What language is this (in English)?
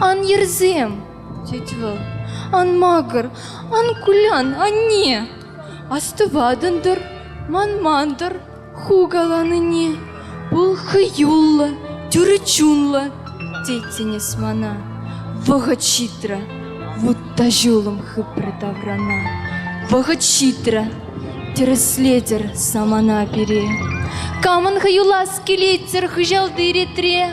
Chuvash